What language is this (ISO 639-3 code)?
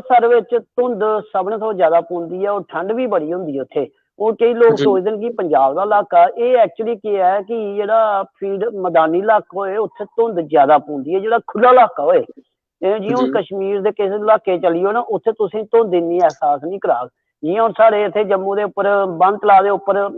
doi